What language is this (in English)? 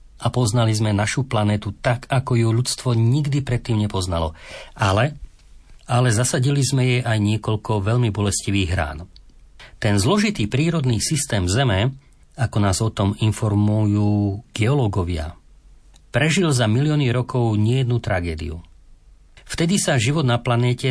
Slovak